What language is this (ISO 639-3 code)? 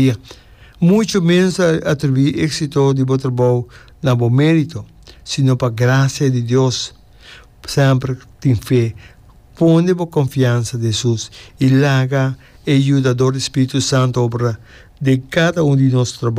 pap